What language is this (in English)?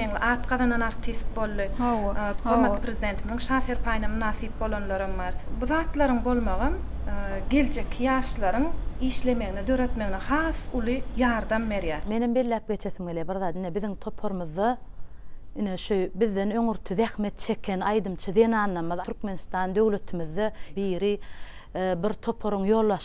Turkmen